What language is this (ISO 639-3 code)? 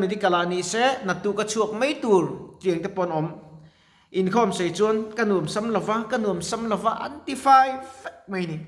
lus